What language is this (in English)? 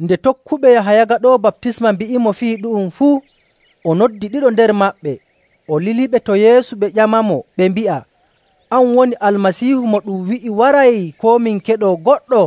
Nigerian Fulfulde